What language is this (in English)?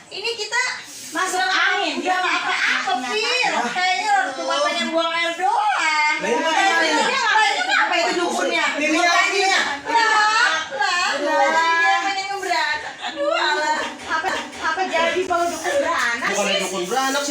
Betawi